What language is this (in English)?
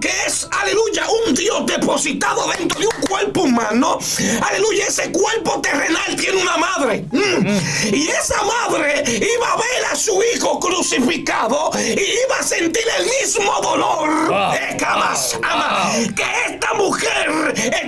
Spanish